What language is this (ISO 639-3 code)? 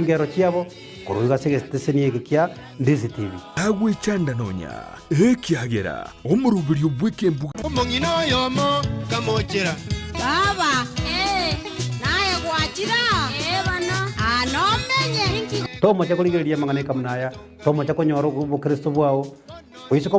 guz